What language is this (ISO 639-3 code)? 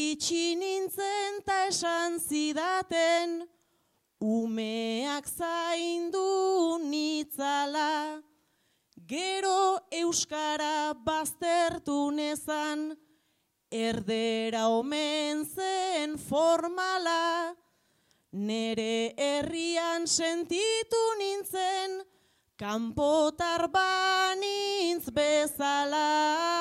eus